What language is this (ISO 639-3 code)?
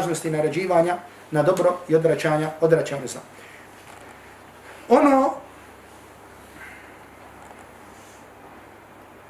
bos